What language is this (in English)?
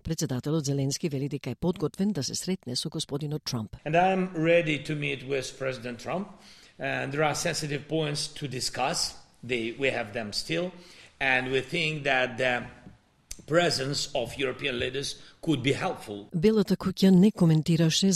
Macedonian